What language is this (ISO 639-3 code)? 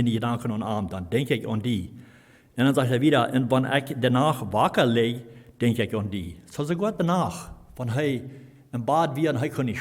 pdt